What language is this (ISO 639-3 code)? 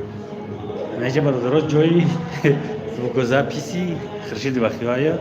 tgk